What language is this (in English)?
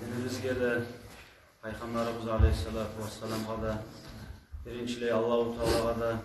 Kumyk